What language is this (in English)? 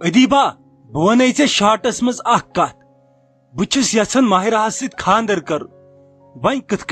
Kashmiri